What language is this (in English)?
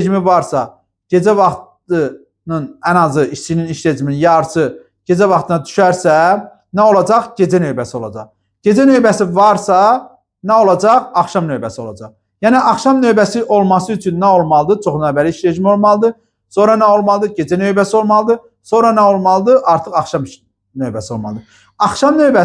Azerbaijani